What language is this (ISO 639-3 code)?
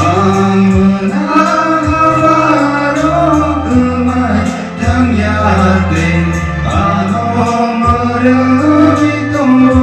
trp